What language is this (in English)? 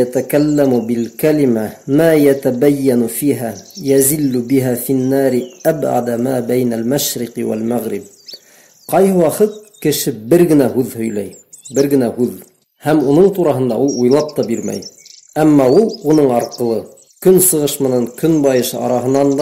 Bashkir